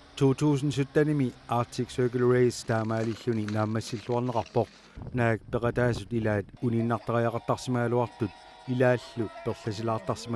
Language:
Kalaallisut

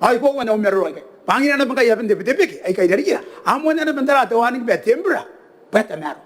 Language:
Gilbertese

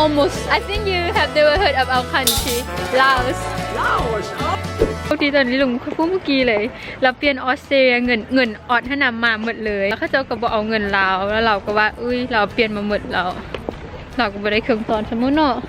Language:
Lao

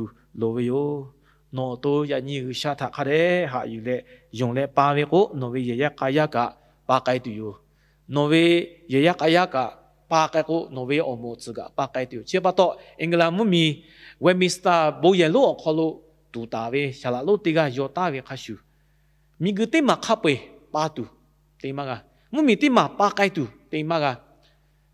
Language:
Lahu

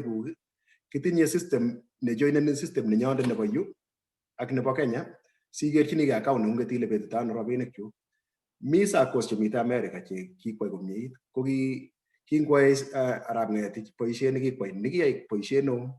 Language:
Kalenjin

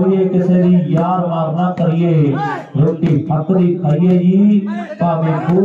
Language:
Punjabi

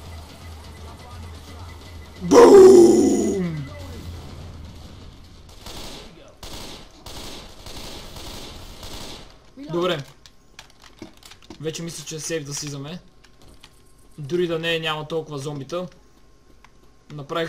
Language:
Bulgarian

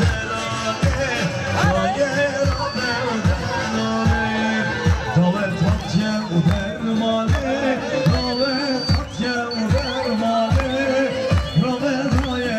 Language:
Kurdish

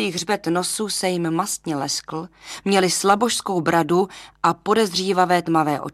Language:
Czech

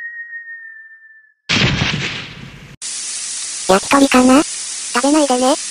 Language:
Japanese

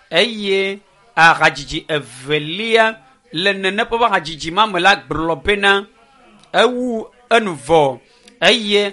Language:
Ewe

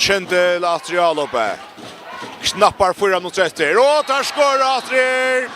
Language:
Faroese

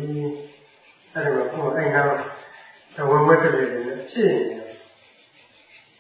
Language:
Burmese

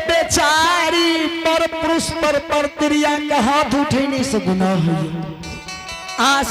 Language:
Angika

